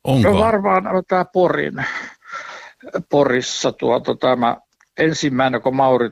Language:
Finnish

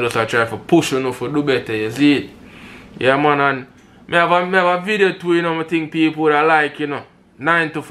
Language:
Jamaican Creole English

